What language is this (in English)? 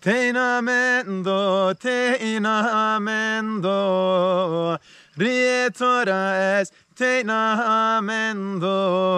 Zaza